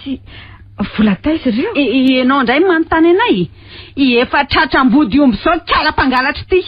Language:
Malagasy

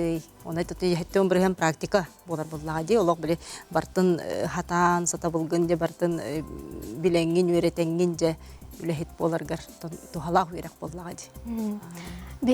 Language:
Yakut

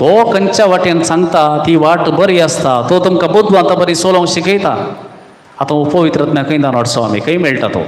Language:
Konkani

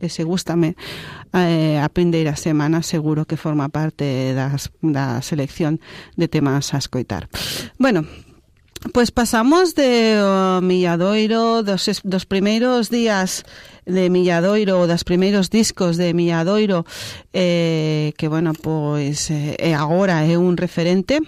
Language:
Galician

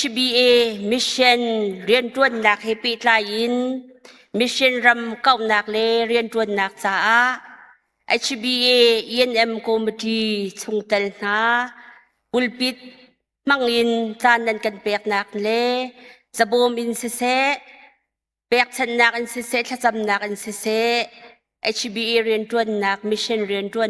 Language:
Hakha Chin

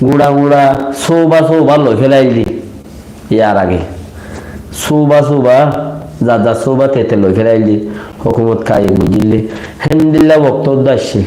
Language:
Rohingya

